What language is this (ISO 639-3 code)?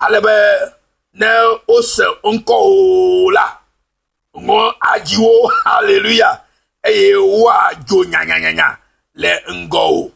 ewe